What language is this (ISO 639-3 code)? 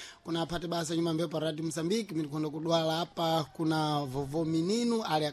seh